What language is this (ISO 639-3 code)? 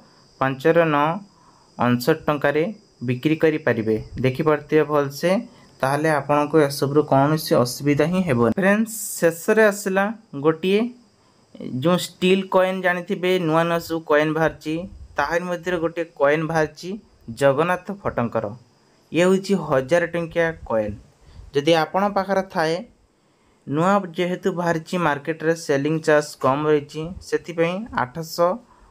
ori